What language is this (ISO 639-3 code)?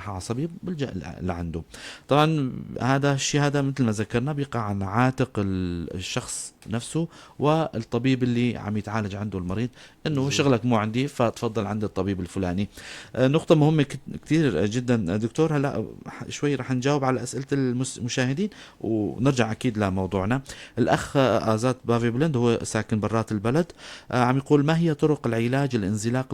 apc